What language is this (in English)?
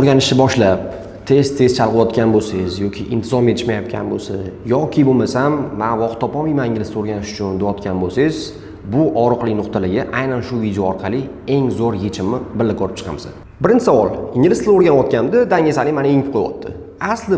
Uzbek